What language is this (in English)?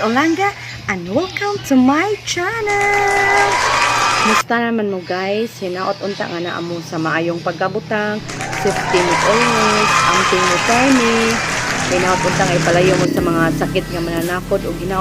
Cebuano